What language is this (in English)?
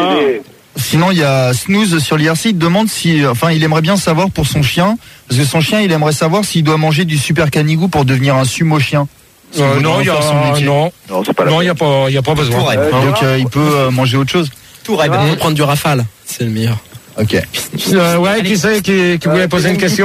French